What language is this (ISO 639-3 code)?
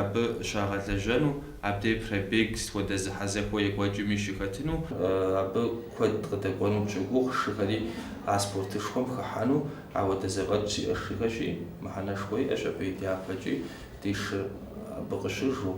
kbd